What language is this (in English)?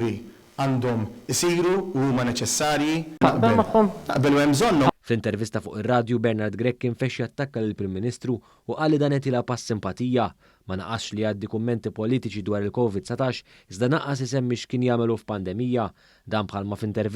Maltese